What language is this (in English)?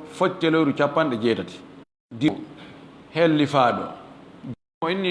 Fula